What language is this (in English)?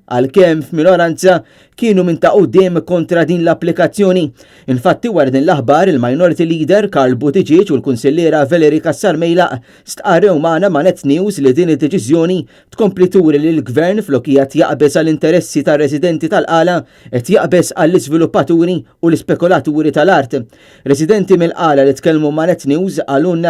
Maltese